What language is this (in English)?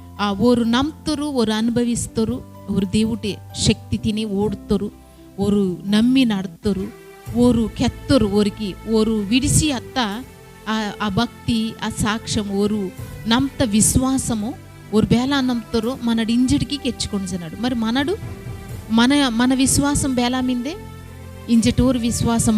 Koya